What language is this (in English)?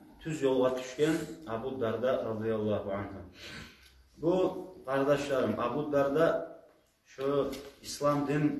Kumyk